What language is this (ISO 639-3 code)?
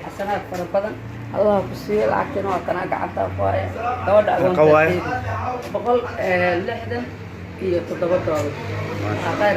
som